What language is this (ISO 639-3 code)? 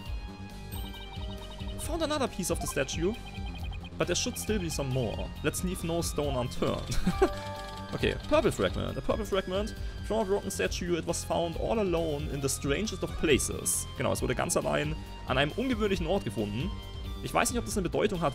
deu